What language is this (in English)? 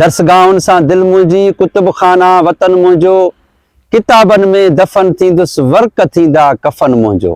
Sindhi